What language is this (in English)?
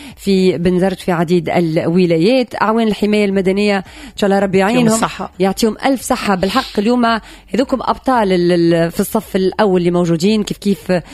Tunisian Arabic